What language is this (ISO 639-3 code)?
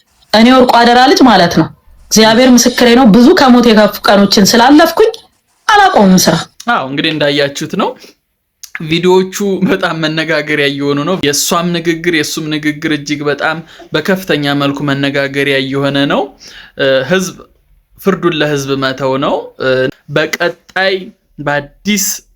amh